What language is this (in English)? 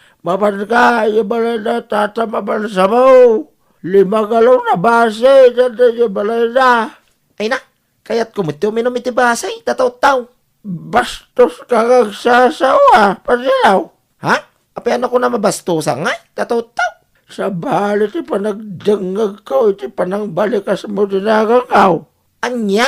Iloko